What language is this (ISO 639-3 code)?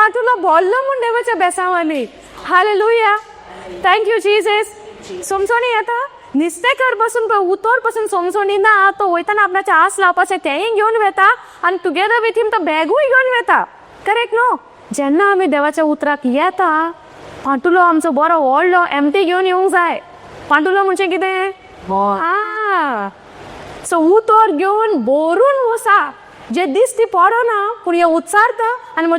kok